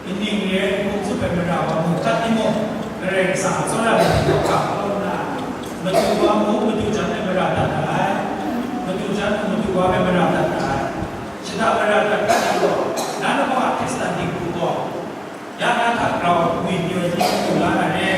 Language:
Kachin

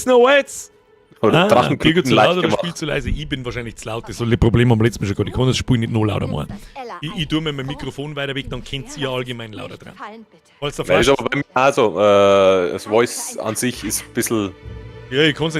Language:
Bavarian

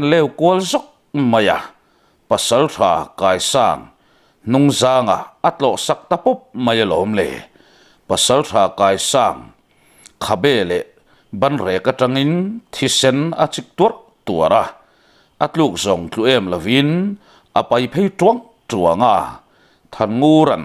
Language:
Mizo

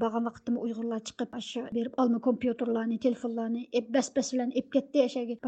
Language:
Uyghur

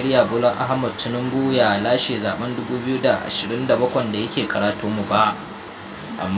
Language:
Hausa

